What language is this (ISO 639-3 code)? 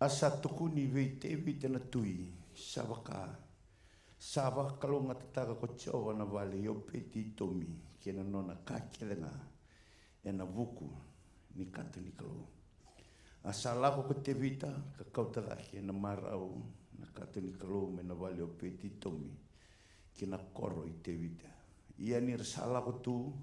fij